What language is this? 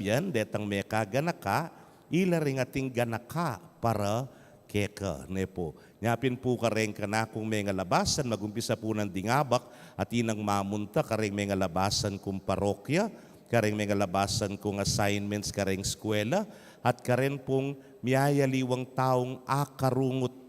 Pampanga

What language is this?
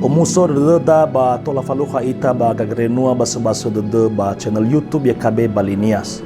Nias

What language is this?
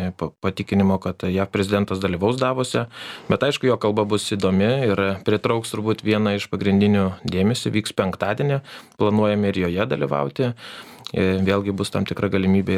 Lithuanian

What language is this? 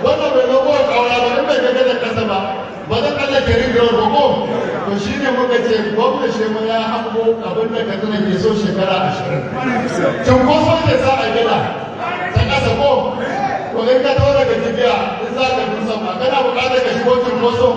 Hausa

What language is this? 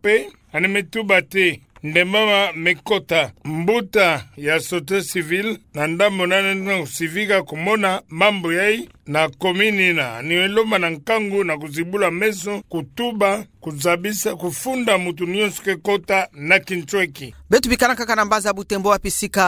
Kituba (Democratic Republic of Congo)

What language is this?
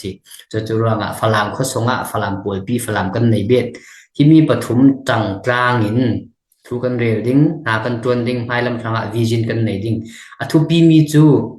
Falam Chin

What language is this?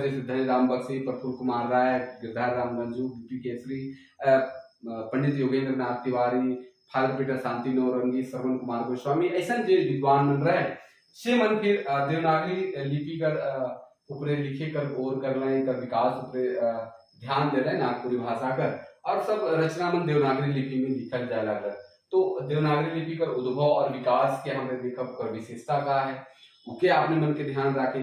Sadri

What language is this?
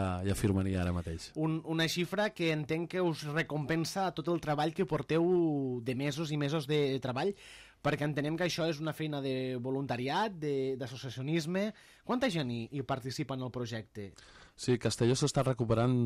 Catalan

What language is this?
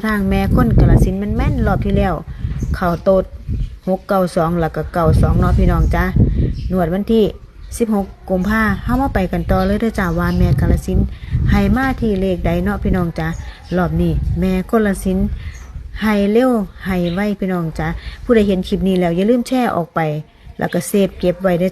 Northeastern Thai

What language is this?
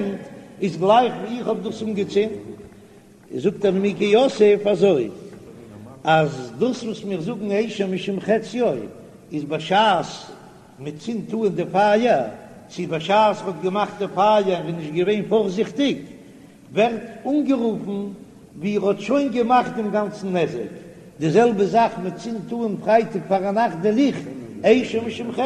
Yiddish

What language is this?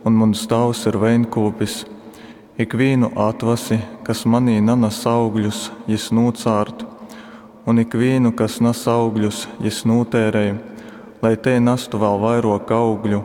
Latgalian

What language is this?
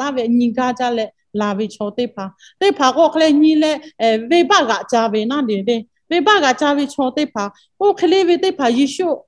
Lahu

